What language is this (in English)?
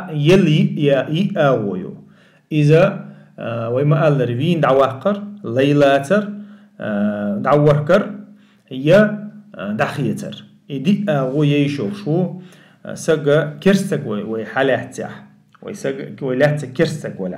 Chechen